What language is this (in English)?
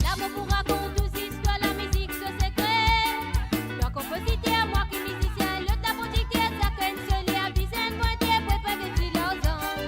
Morisyen